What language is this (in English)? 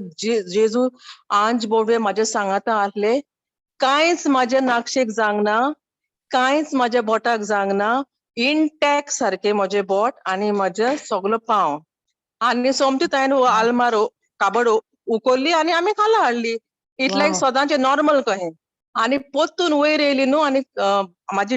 Konkani